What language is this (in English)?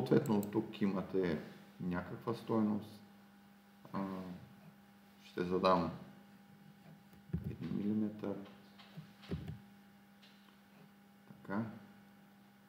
Bulgarian